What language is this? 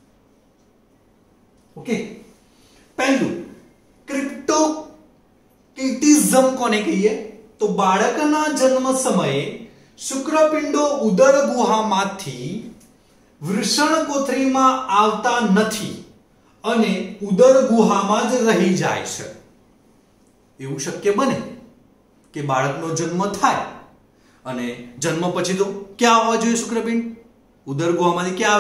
Gujarati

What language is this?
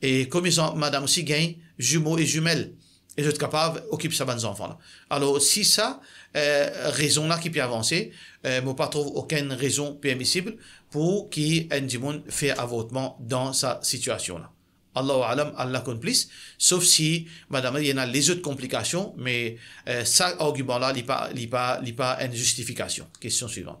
Morisyen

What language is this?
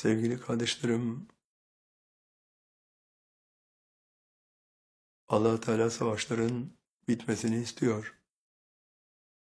Turkish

